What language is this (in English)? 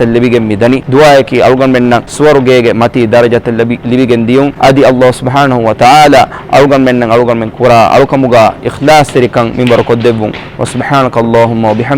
Divehi